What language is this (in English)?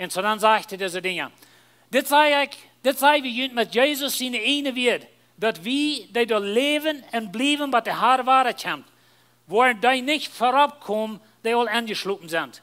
Plautdietsch